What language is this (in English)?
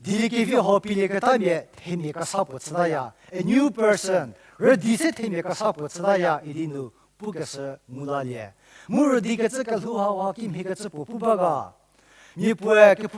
Angami Naga